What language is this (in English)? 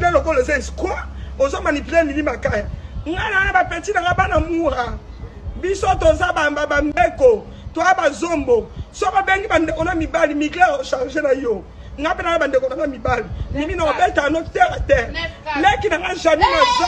Lingala